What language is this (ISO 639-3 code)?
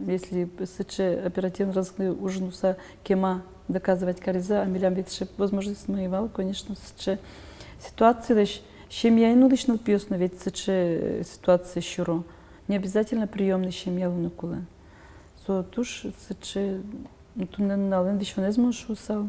udm